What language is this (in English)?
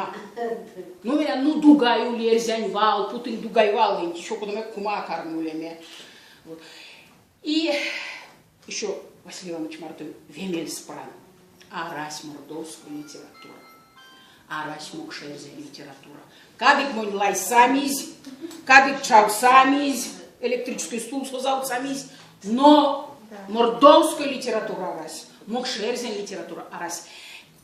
Erzya